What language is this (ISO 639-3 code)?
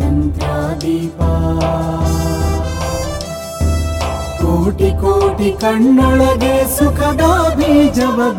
kan